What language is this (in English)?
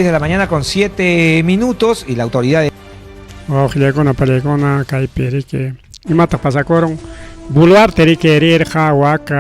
Ayacucho Quechua